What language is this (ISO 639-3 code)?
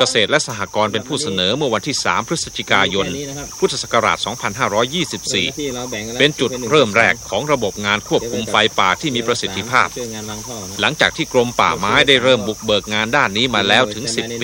tha